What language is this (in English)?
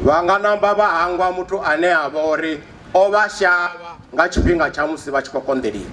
Venda